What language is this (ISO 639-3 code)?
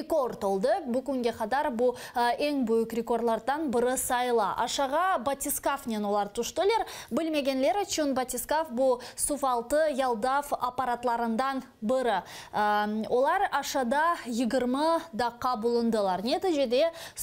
crh